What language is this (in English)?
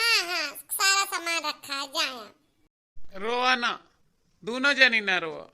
Awadhi